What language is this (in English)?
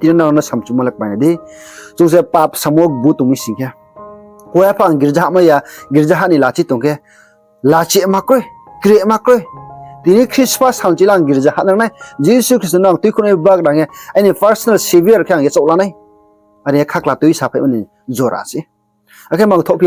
Riang (India)